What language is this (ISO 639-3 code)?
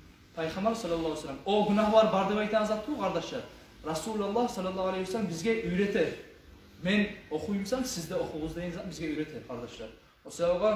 kum